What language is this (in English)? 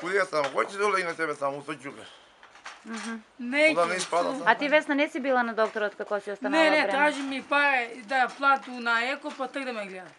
Macedonian